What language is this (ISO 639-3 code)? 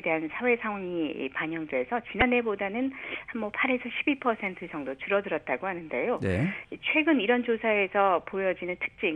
kor